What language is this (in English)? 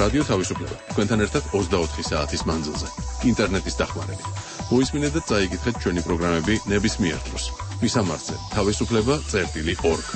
Georgian